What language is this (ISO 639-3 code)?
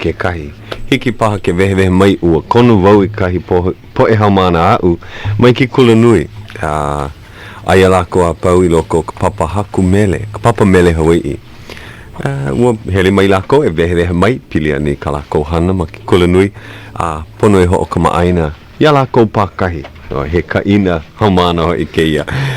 haw